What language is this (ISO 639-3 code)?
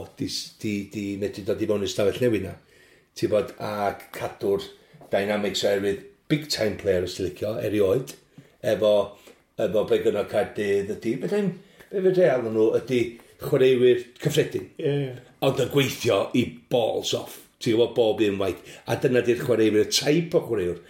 cym